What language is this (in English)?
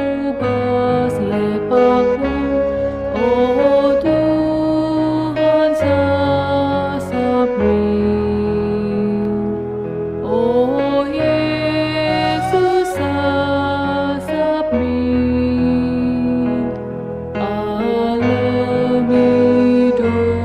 Batak Karo